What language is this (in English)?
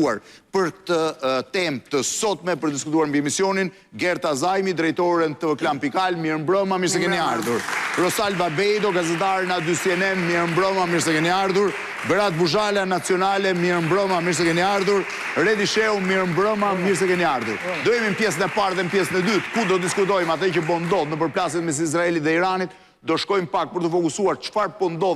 Albanian